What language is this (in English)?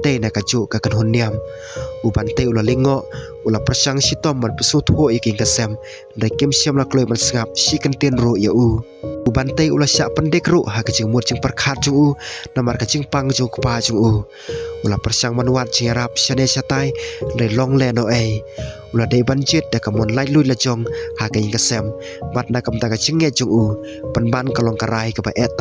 Khasi